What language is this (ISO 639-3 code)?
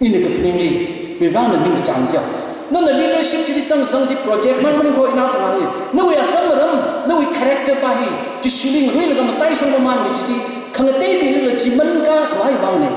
nmf